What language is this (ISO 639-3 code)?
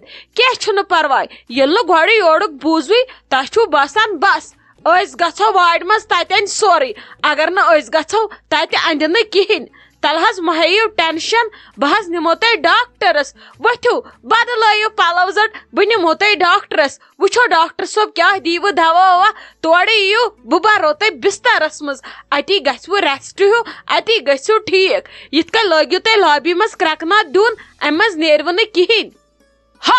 kas